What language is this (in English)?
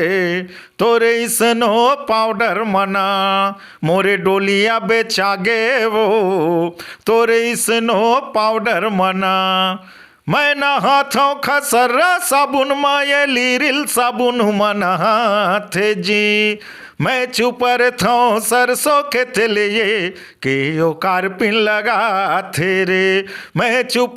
Chhattisgarhi